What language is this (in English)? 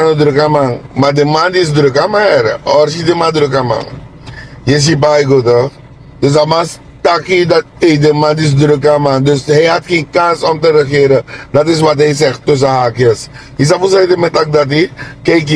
Sranan Tongo